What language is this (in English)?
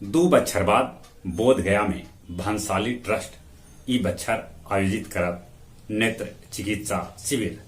Magahi